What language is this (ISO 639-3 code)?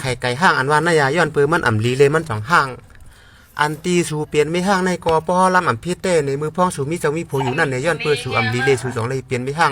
shn